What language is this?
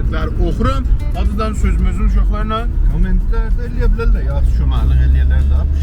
South Azerbaijani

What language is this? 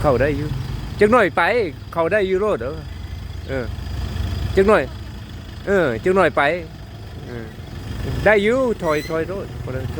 Lao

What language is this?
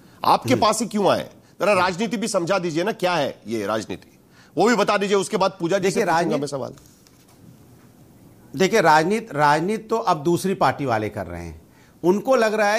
Hindi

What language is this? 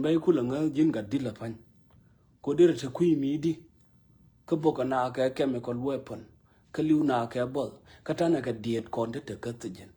Nuer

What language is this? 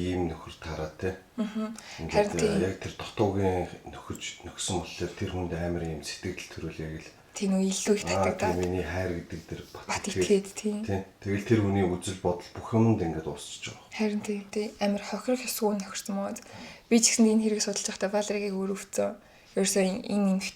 Mongolian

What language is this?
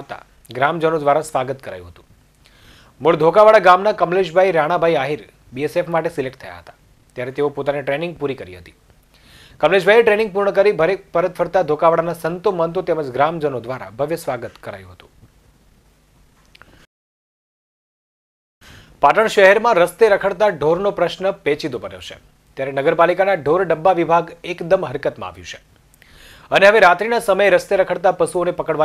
Gujarati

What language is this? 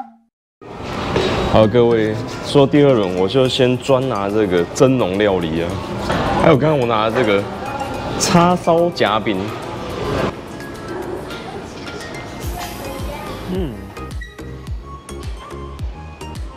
Chinese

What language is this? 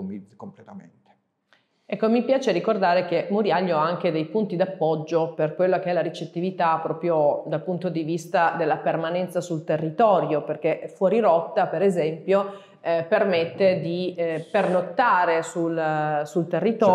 Italian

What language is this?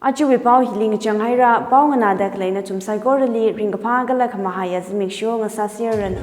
Tangkhul Naga (India)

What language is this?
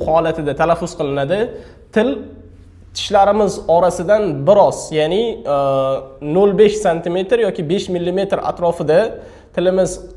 Uzbek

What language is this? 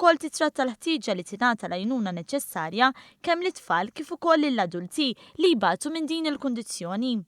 Maltese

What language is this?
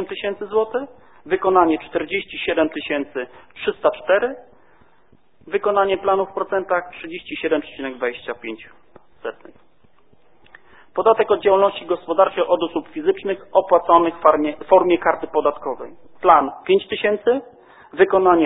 Polish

